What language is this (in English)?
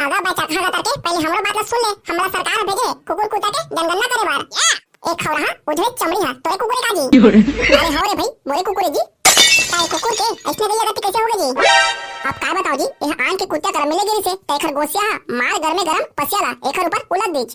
Chhattisgarhi